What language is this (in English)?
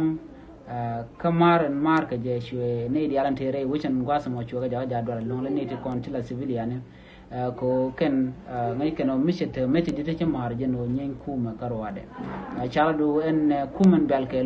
Nuer